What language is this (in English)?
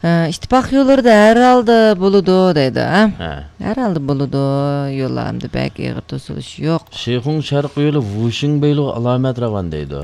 Uyghur